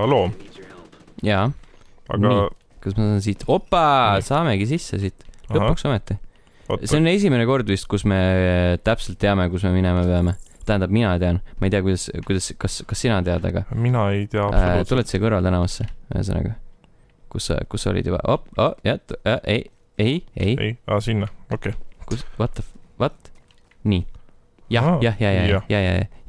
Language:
Estonian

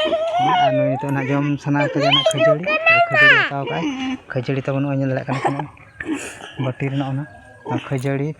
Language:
Santali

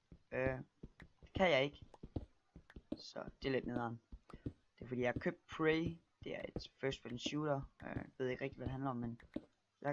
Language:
Danish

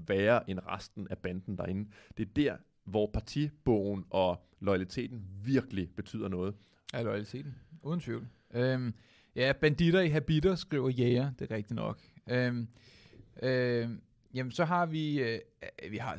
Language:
Danish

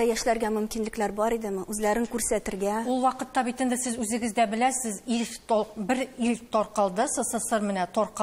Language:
Tatar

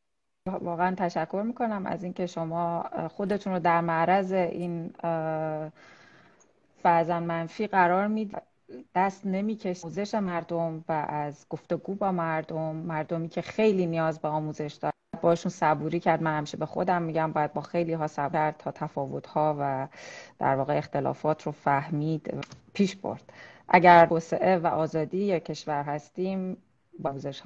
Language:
Persian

